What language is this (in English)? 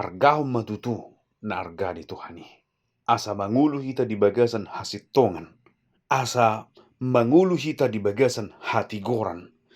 Batak Toba